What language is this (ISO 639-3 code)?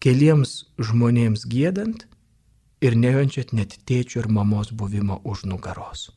lit